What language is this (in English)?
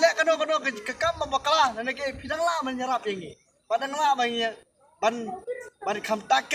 Khasi